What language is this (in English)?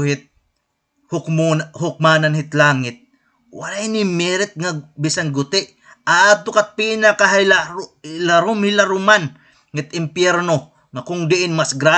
Waray